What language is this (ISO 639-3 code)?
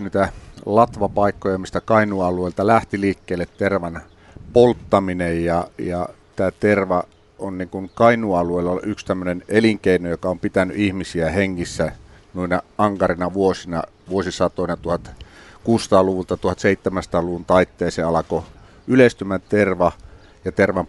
fin